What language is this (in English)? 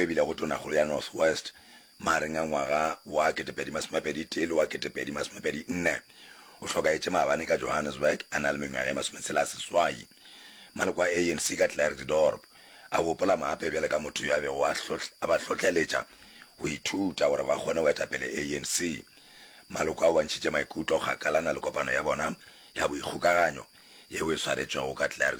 Northern Sotho